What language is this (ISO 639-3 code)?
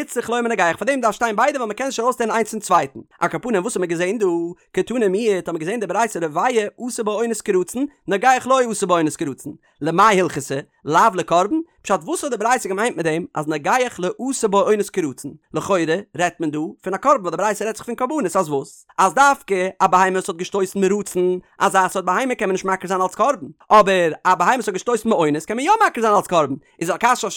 yid